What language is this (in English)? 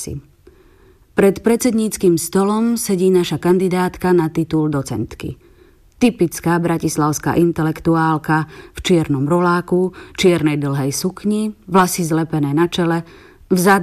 Slovak